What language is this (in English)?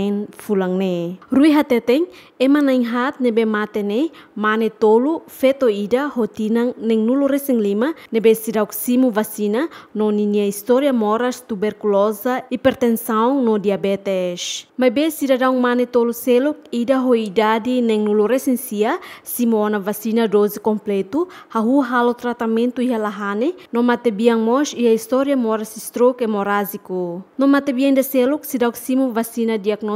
Tetum